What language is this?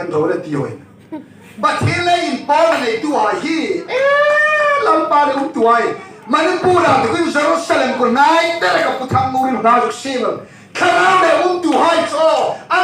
Hmar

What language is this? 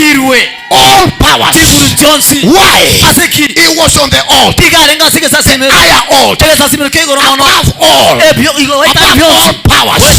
Gusii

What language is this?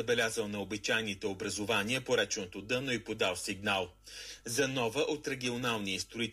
Bulgarian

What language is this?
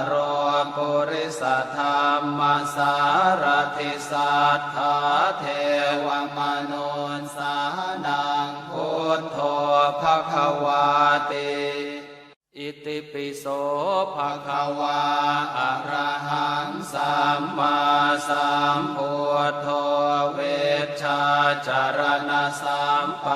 Pali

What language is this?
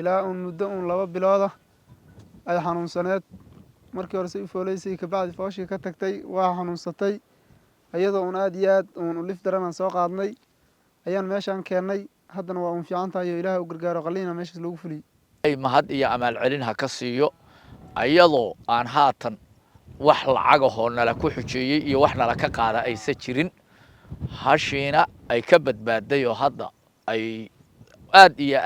Somali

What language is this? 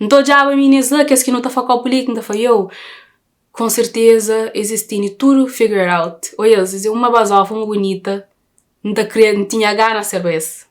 Kabuverdianu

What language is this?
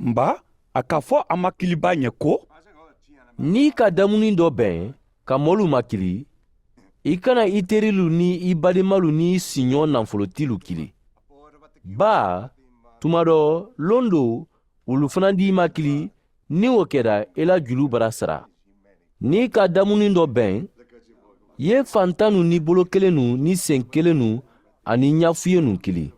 Mandingo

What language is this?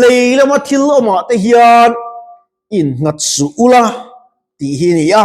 Mizo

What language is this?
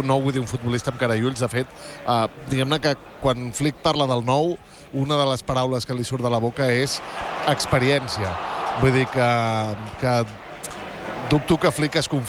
Catalan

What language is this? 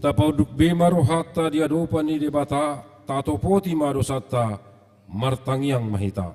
Batak Toba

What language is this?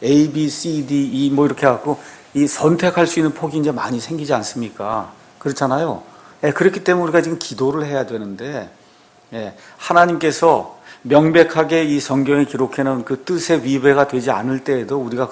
Korean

